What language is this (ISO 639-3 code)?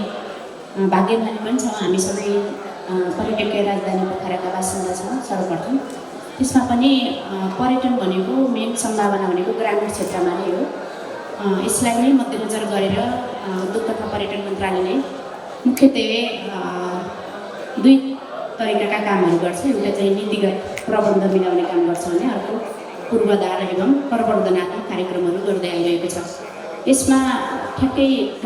nep